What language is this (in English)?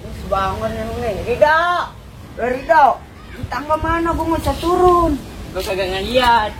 Betawi